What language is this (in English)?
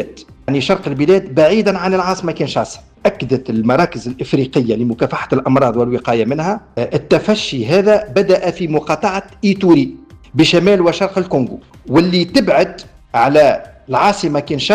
Tunisian Arabic